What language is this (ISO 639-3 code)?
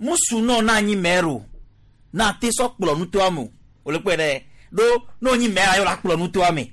gej